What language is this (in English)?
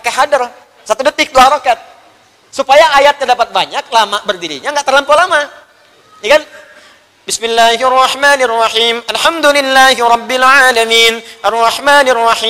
Indonesian